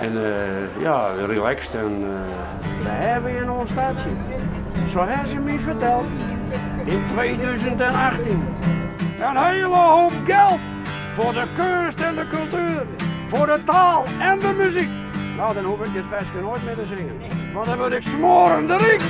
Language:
Western Frisian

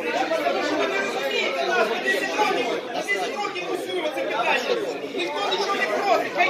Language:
Ukrainian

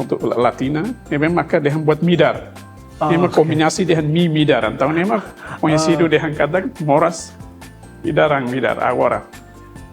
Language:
Tetum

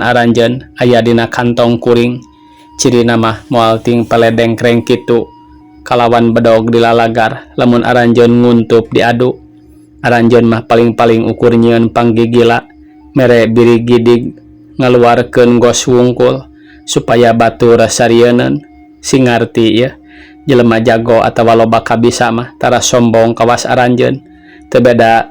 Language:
Sundanese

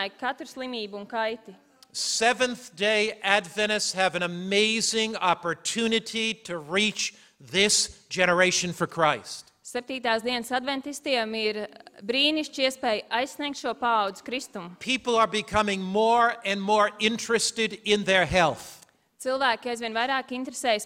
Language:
Latvian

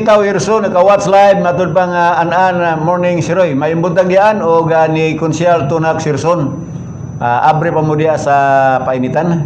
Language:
Cebuano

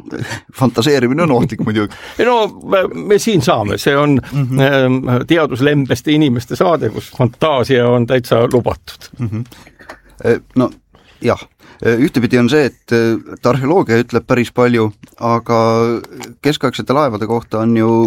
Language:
Estonian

